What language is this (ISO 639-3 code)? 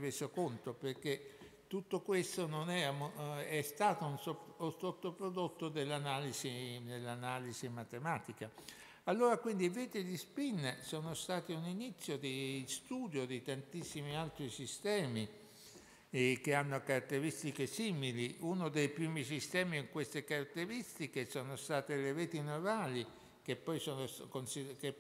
ita